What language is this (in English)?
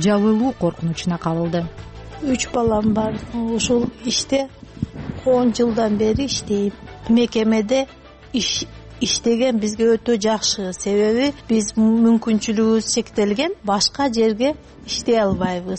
Kyrgyz